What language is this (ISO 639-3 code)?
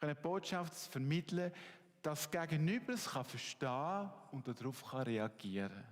gsw